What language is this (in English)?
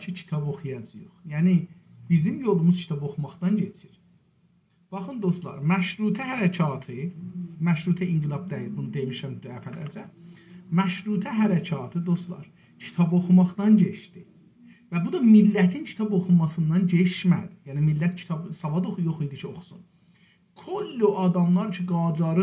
South Azerbaijani